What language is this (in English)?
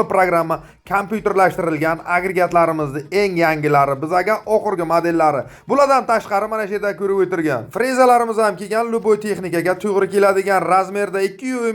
Uzbek